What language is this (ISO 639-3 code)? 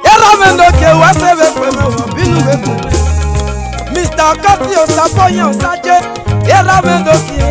ish